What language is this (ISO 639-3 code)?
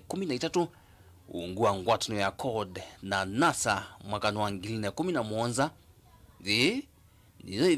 kam